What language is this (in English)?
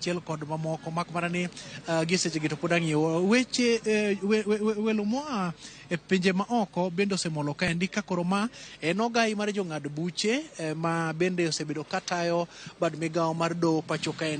Luo (Kenya and Tanzania)